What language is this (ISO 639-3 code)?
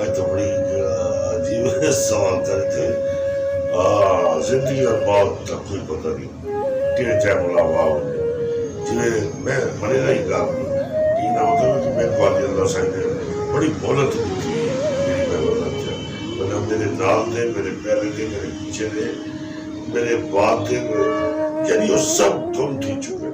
skr